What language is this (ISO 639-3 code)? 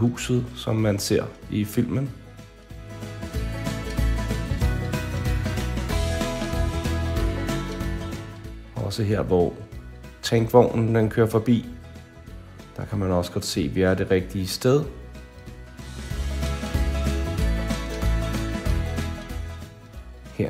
dan